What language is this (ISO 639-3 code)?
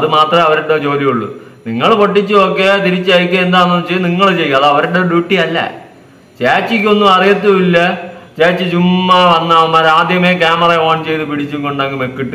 mal